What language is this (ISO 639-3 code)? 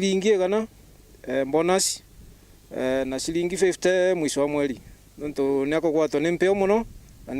mer